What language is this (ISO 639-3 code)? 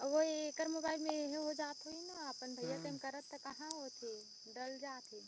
hne